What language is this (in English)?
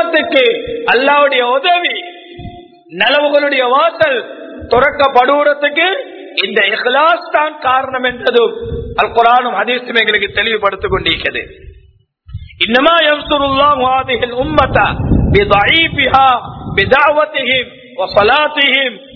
Tamil